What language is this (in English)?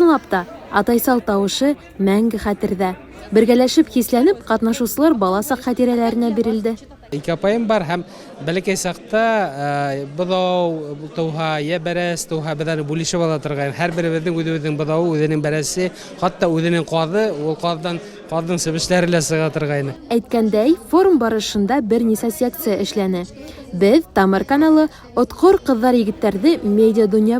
Bashkir